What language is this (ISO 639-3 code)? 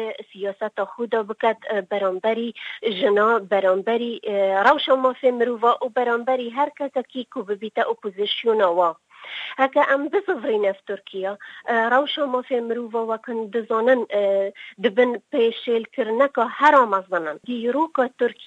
kur